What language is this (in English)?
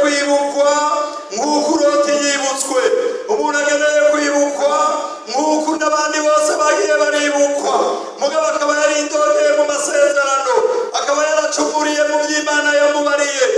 Rundi